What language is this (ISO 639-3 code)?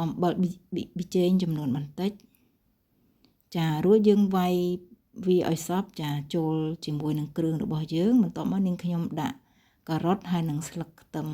khm